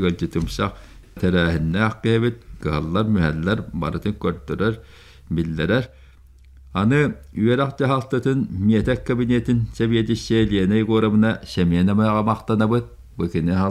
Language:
Yakut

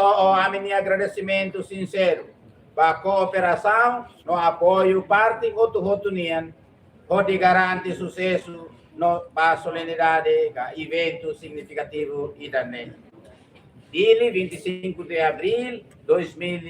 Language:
Tetum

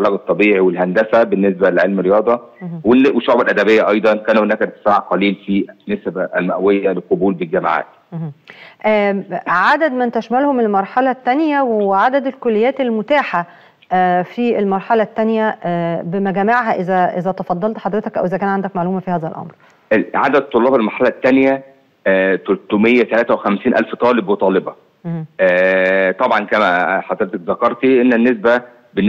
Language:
Egyptian Arabic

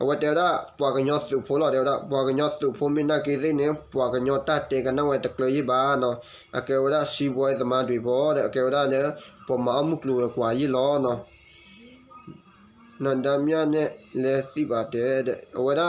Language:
S'gaw Karen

